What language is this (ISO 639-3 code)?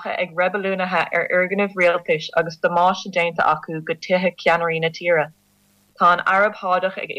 gle